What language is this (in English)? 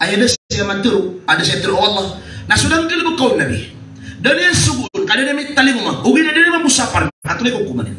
Maranao